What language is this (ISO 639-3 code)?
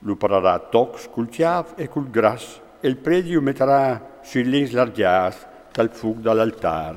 fur